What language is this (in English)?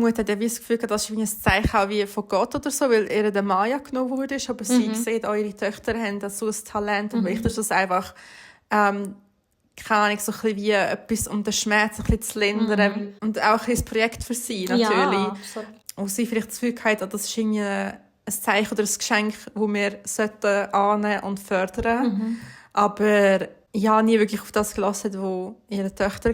Swiss German